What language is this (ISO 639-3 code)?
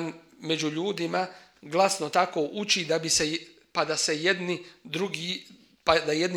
bos